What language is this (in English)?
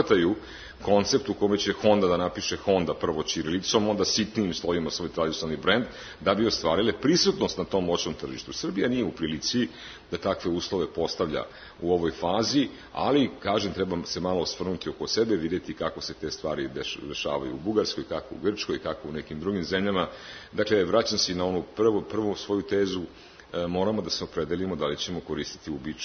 Serbian